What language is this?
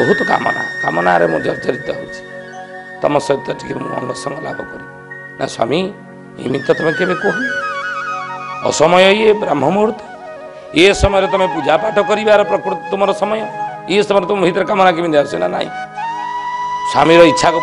Odia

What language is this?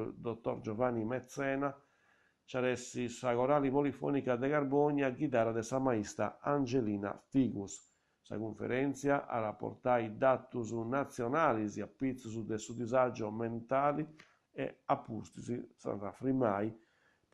Sardinian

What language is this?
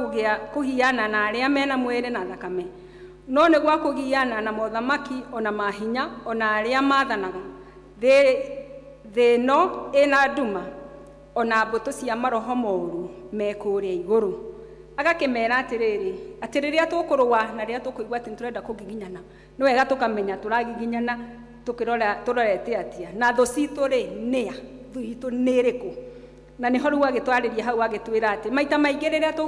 Kikuyu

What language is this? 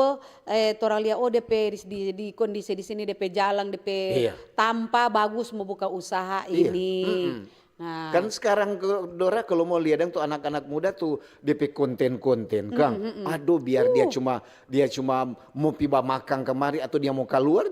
Manado Malay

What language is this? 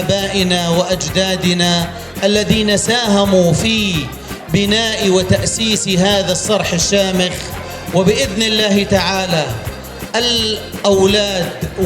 North Levantine Arabic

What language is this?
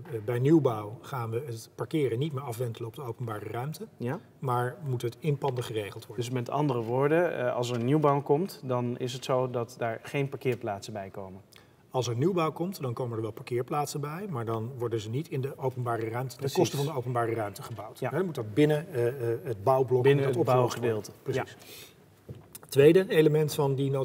Dutch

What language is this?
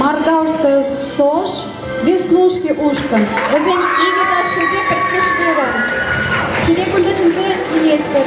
Chuvash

